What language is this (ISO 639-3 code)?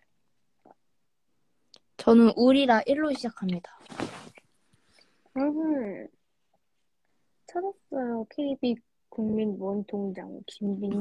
kor